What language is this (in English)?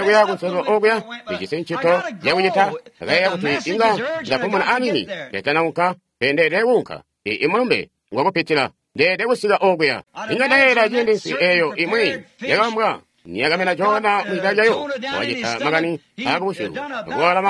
Tonga (Zambia)